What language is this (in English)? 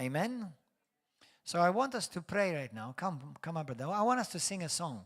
English